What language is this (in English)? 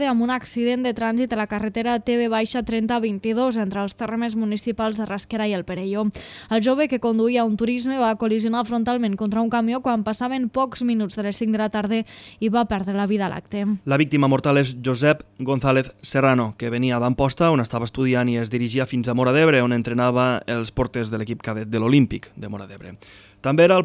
Catalan